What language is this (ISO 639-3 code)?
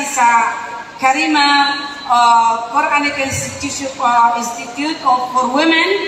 mrw